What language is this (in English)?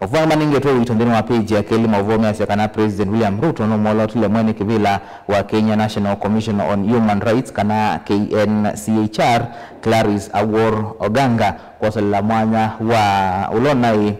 Kamba